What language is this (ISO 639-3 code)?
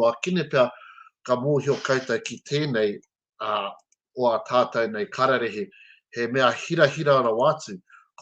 mri